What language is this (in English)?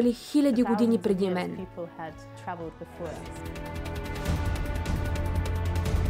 Bulgarian